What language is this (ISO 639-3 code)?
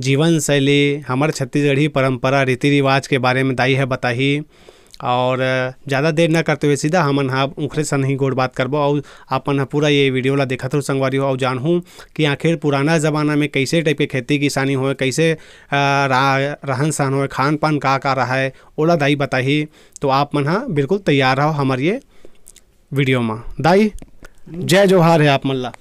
hne